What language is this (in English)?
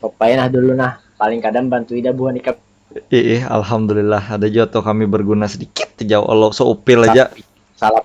Banjar